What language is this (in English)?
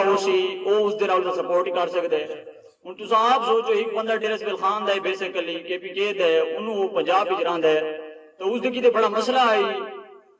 Saraiki